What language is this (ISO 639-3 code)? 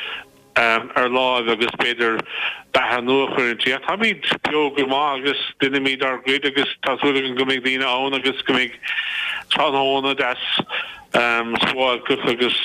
gle